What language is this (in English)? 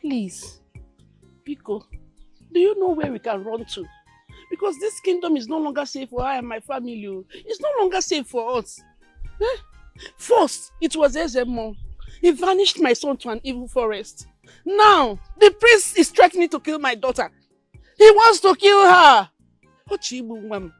Nigerian Pidgin